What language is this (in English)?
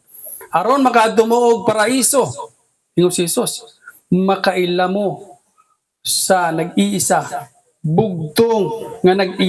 Cebuano